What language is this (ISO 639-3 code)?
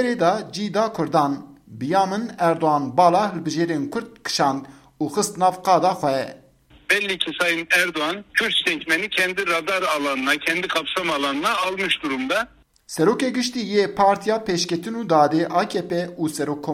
kur